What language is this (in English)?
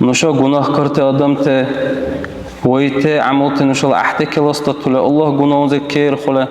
Dargwa